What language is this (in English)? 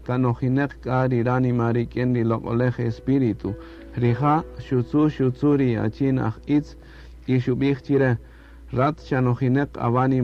Kaqchikel